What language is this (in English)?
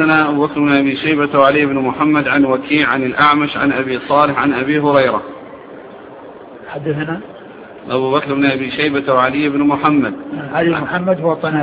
Arabic